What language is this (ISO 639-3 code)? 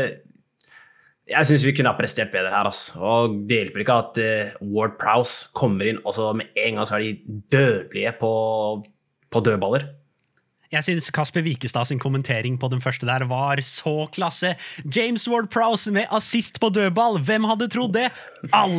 nor